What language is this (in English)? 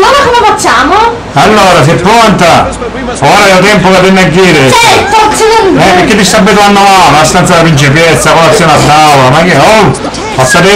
Sicilian